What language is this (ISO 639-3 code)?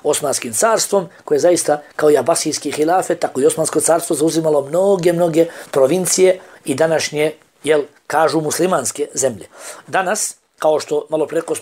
bos